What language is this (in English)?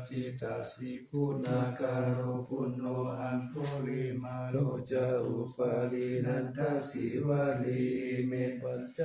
Pali